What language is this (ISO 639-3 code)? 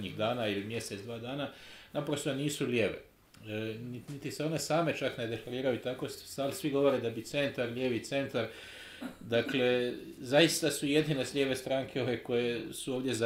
hrv